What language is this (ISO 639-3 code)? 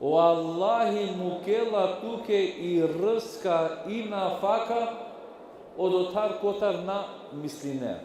rmn